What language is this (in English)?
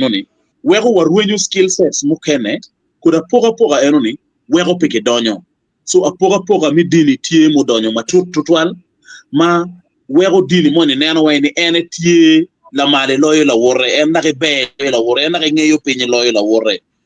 Acoli